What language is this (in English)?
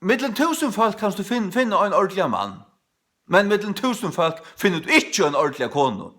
Faroese